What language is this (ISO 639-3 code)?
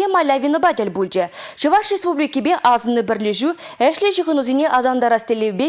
chv